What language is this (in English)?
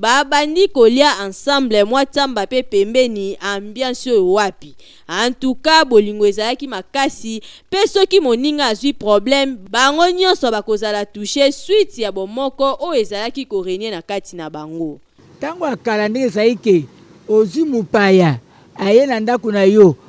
Lingala